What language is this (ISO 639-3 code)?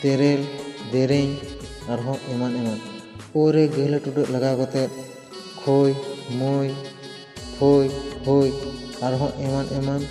sat